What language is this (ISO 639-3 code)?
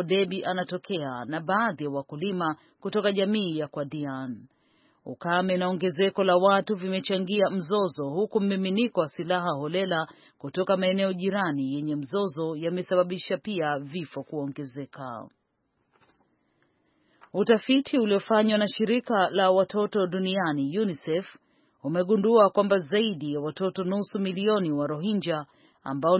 swa